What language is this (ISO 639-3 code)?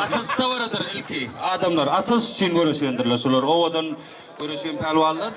tuk